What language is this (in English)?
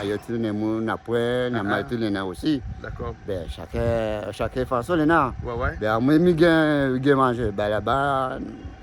Réunion Creole French